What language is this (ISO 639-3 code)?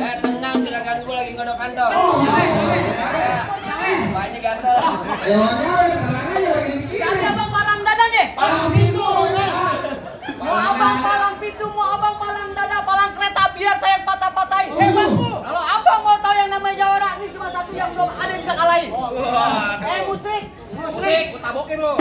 bew